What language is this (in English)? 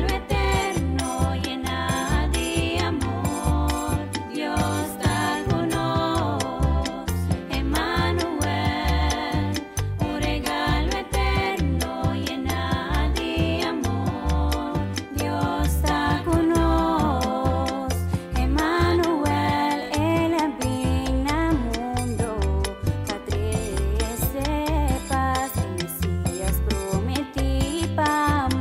Papiamento